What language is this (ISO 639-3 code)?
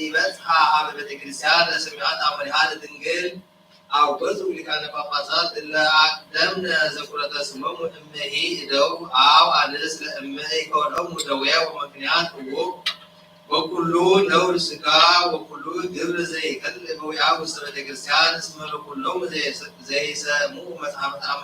gez